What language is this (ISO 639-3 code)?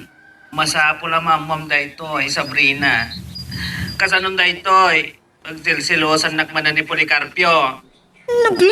ilo